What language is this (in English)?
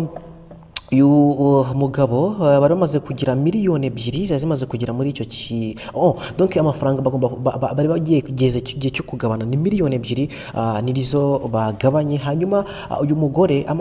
Kinyarwanda